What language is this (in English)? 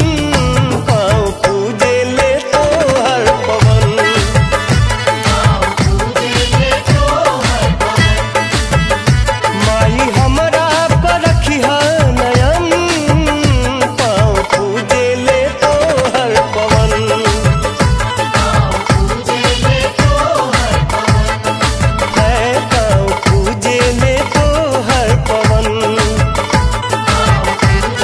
Bhojpuri